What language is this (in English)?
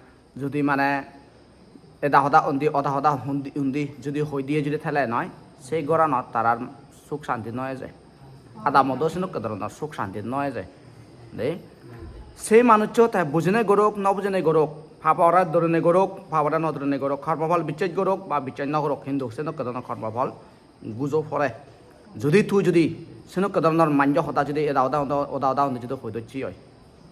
Chakma